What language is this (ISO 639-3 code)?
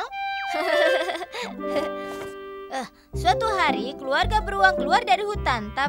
ind